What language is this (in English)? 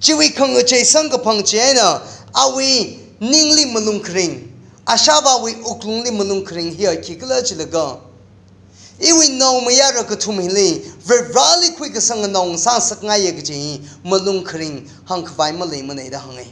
Tangkhul Naga (India)